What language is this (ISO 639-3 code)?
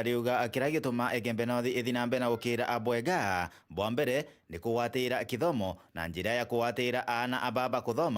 mer